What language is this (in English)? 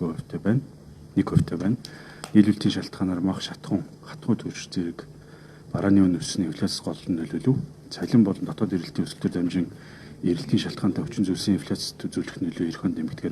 Mongolian